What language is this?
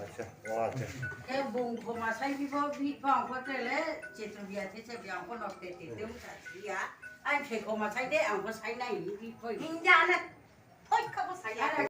Riang (India)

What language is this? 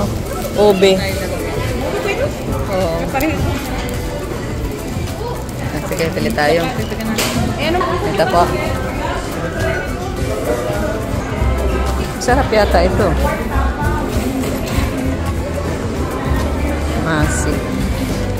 Filipino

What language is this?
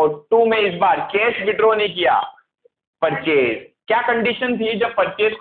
Hindi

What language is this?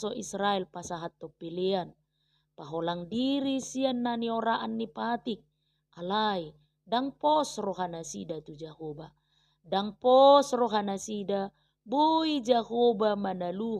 Batak Toba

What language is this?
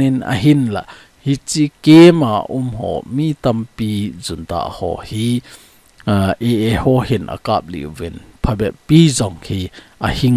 Thado Chin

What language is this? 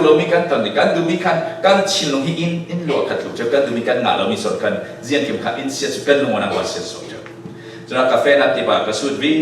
Falam Chin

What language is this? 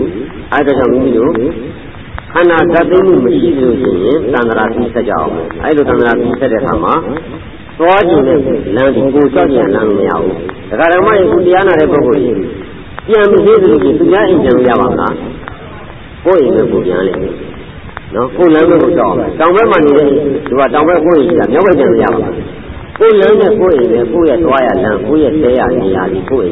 Burmese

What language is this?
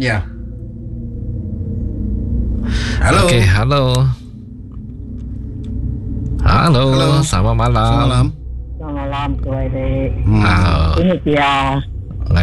Iban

